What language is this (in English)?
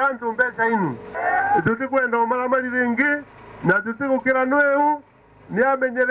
Meru